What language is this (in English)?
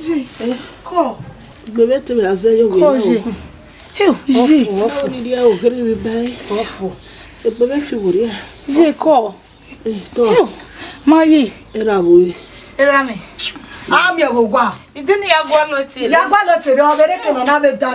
Bini